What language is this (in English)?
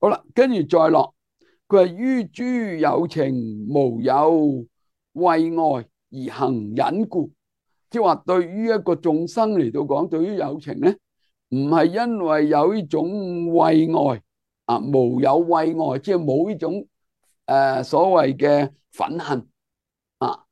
Cantonese